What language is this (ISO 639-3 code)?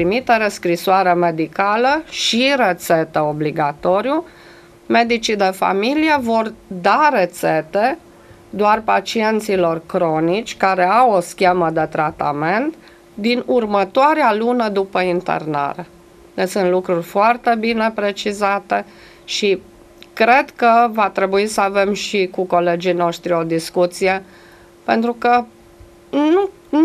ron